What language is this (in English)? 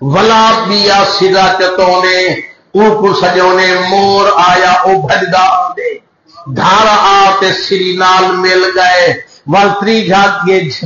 Saraiki